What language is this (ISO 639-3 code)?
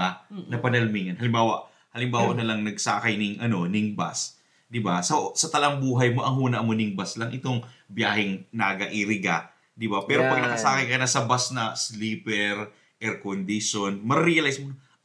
bik